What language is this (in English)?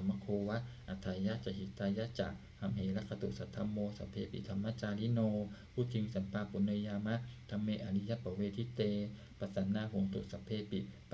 Pali